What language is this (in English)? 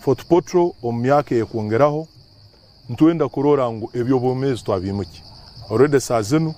Nyankole